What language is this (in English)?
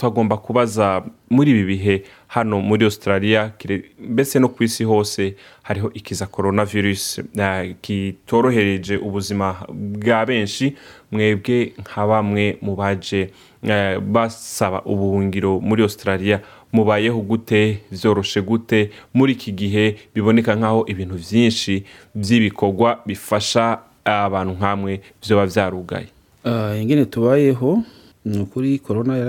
Rundi